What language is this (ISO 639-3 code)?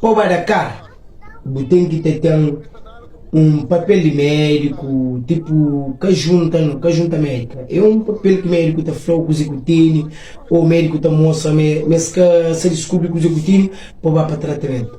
kea